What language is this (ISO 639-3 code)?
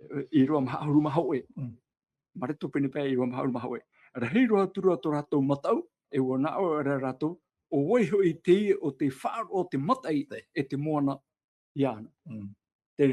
tah